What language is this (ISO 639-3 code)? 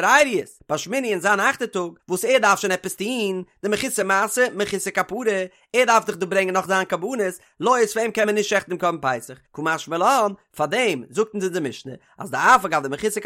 yid